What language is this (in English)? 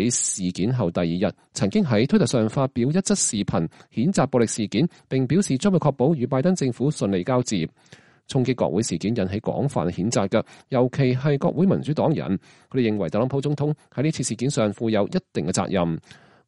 Cantonese